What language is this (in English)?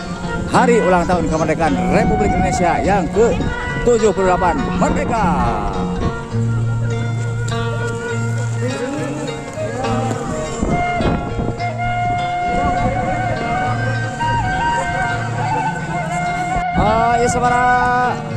Indonesian